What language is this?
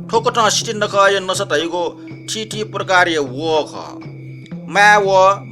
Newari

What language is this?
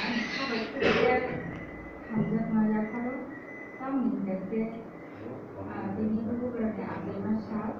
Kok Borok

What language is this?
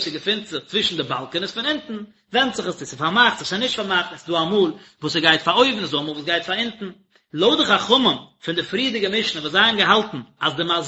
Yiddish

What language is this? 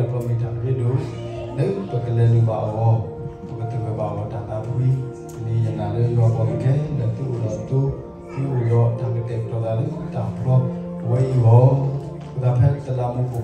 S'gaw Karen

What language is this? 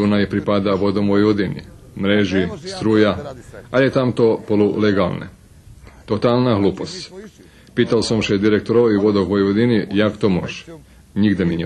Rusyn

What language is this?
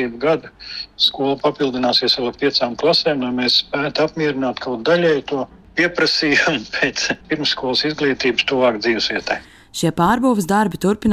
Latvian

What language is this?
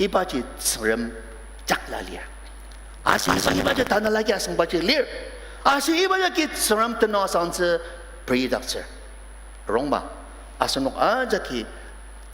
Ao Naga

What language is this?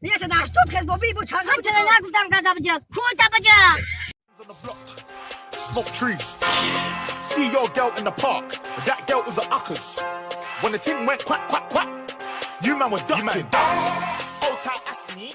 Tajik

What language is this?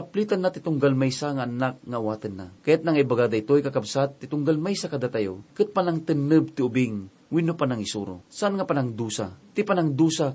Iloko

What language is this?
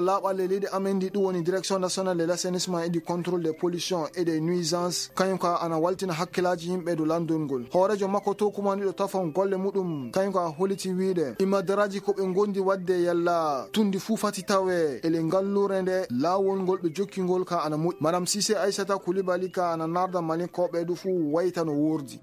Fula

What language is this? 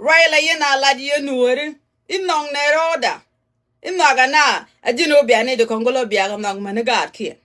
Nuer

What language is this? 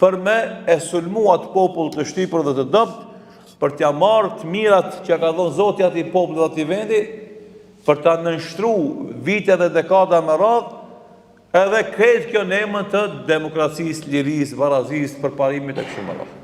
Albanian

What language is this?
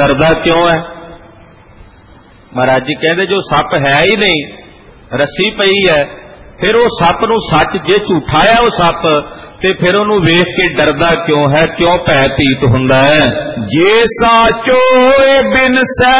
Punjabi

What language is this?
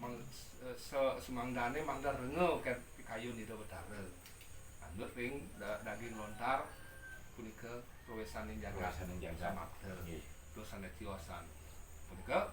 Balinese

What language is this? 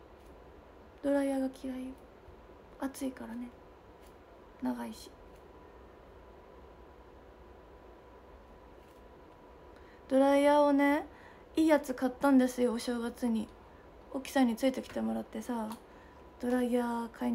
Japanese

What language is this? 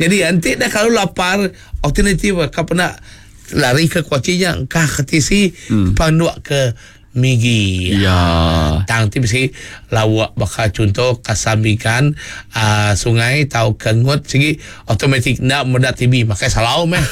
Iban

